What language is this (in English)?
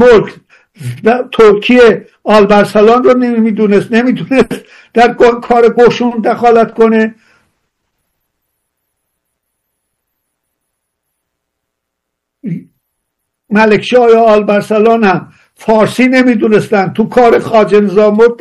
Persian